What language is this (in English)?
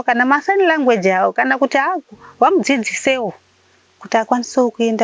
Shona